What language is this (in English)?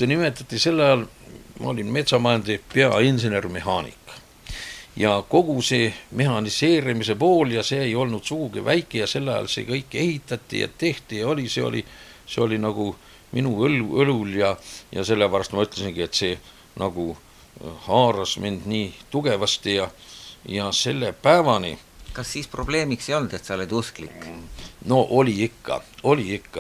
Estonian